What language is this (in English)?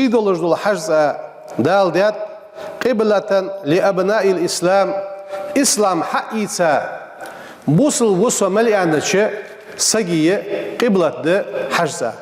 Ingush